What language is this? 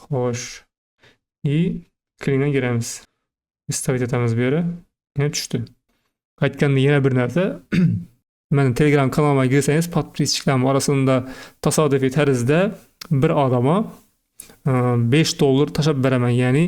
Uzbek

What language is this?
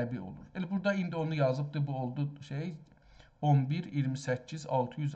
South Azerbaijani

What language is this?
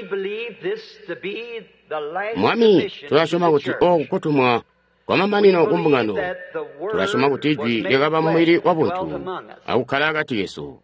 Tonga (Zambia)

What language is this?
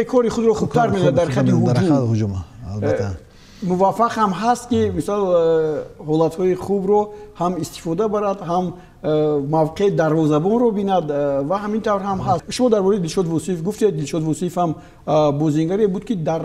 Tajik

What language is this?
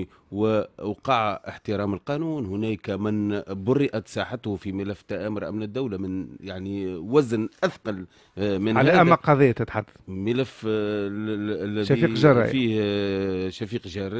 Tunisian Arabic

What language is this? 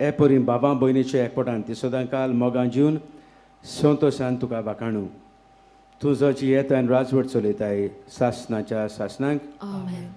Konkani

